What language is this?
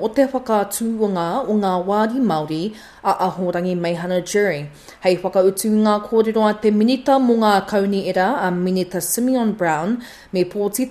Māori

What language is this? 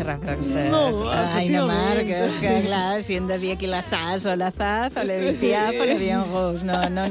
Catalan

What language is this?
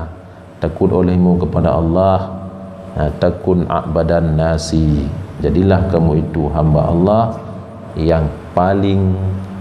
Achinese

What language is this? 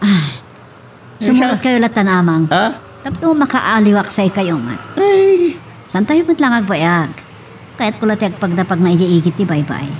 Iloko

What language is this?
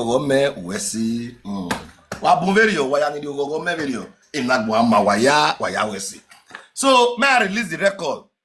Nigerian Pidgin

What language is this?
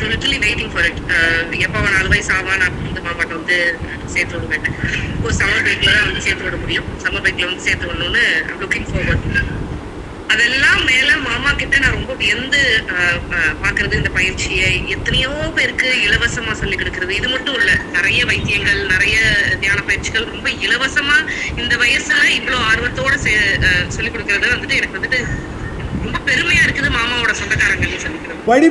Tamil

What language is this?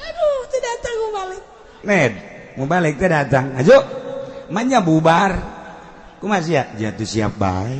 Sundanese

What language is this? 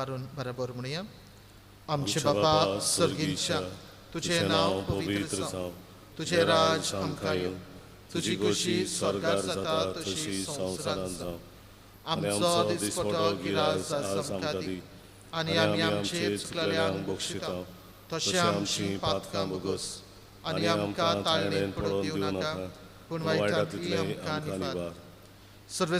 Konkani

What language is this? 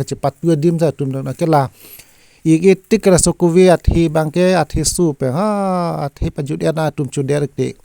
Karbi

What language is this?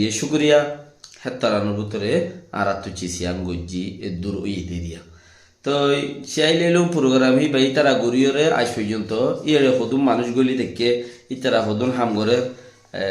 Rohingya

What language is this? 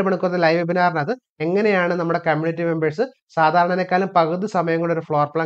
Malayalam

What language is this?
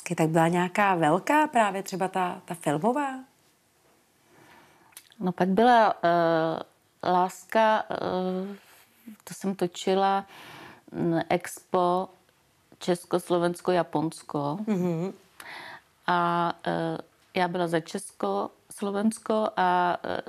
Czech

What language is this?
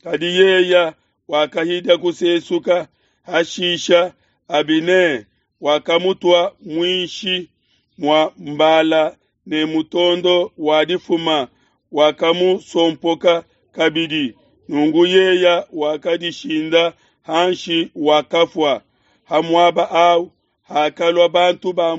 Luba-Lulua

